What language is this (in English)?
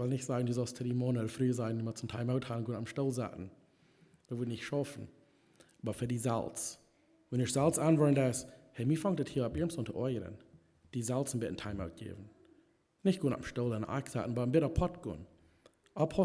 Plautdietsch